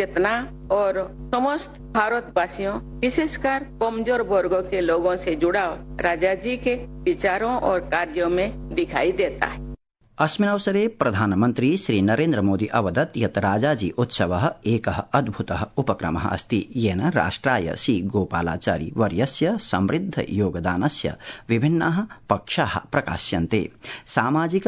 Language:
Sanskrit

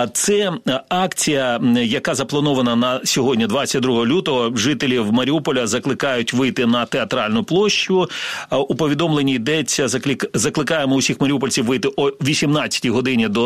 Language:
Ukrainian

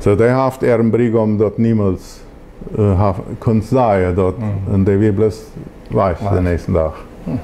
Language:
Plautdietsch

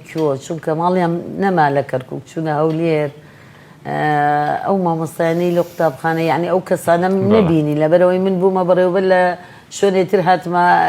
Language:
Central Kurdish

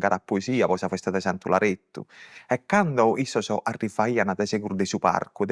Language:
Sardinian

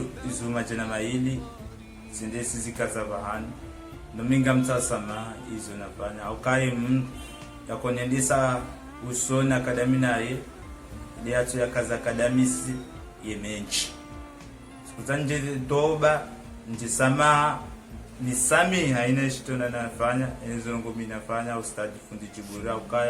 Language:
Ngazidja Comorian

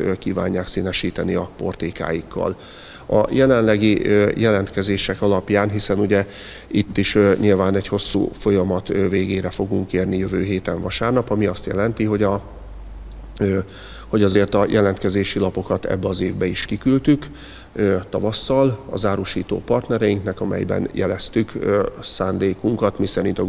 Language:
Hungarian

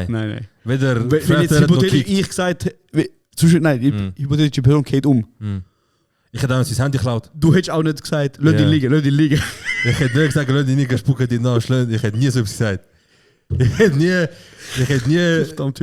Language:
Swiss German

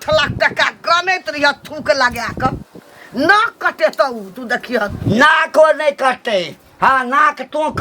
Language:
Maithili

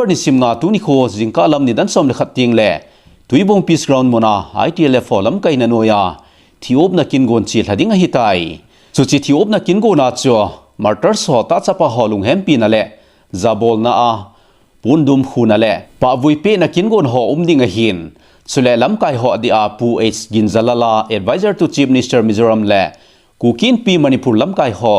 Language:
Thado Chin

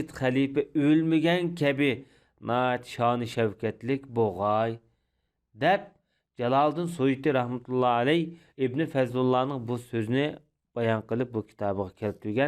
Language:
Uyghur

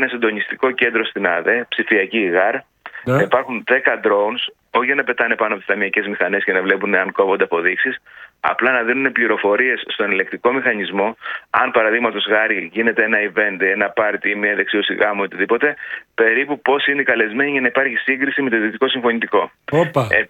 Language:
Greek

